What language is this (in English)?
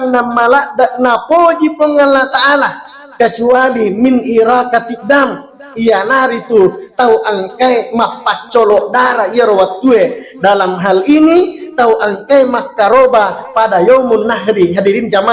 Buginese